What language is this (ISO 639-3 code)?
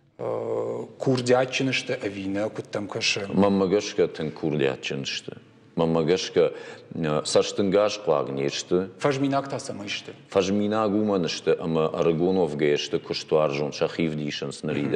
oss